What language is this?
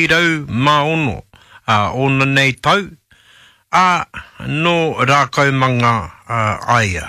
Māori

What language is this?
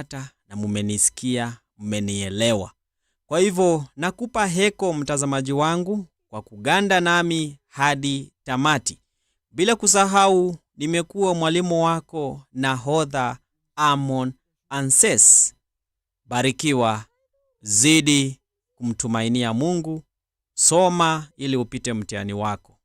Swahili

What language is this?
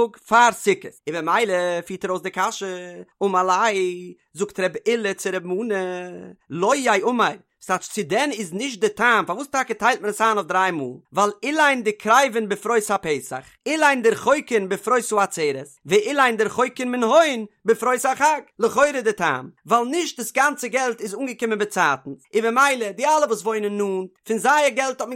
Yiddish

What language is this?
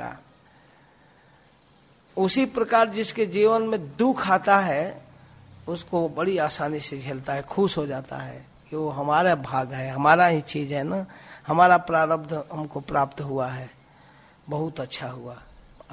Hindi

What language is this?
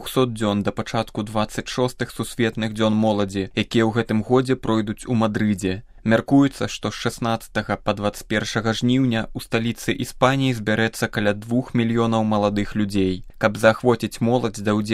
Belarusian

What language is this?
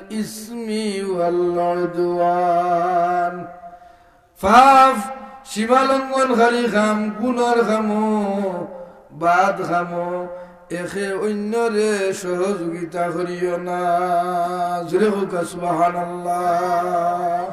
Sylheti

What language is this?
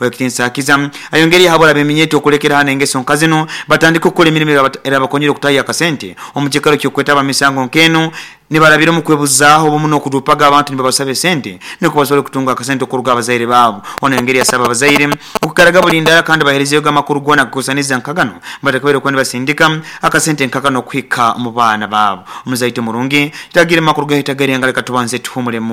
Nyoro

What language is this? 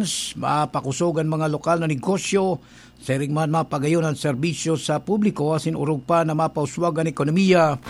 Bikol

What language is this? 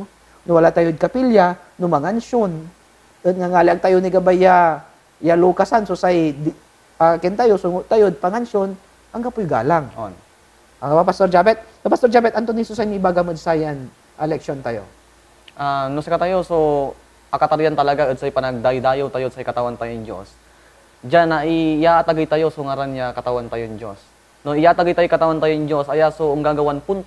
Pangasinan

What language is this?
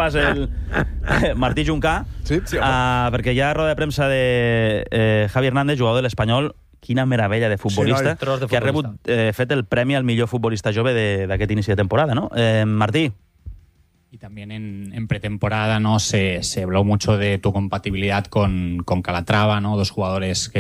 Catalan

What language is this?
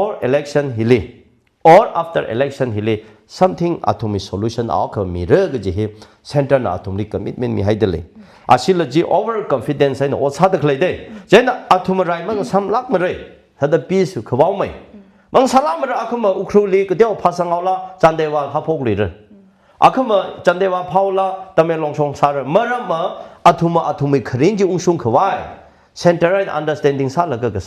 Tangkhul Naga (India)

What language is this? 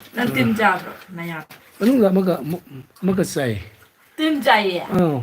Manipuri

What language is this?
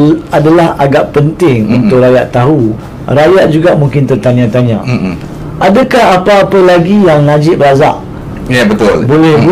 Malay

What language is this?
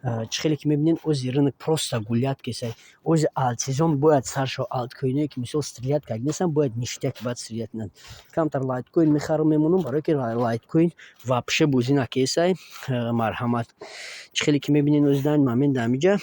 Tajik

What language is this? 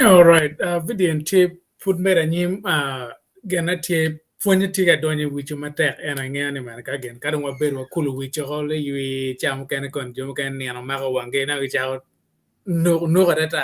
Acoli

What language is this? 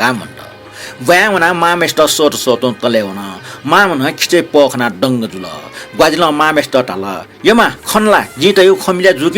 Newari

